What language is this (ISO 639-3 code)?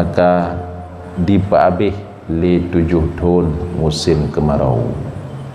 ace